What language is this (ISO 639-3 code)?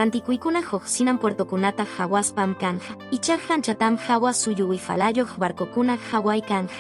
que